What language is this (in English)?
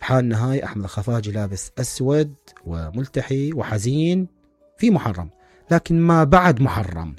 Mesopotamian Arabic